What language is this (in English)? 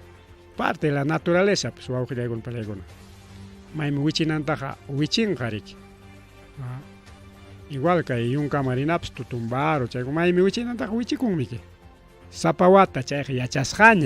Ayacucho Quechua